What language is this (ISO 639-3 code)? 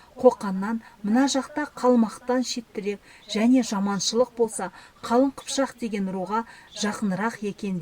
kaz